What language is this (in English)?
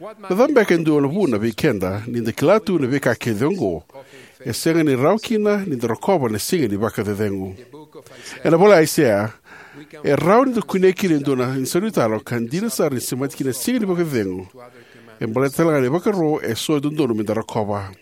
Fijian